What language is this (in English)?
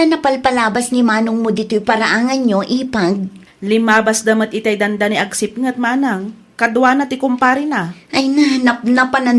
Iloko